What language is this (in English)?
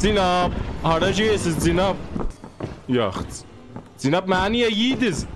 South Azerbaijani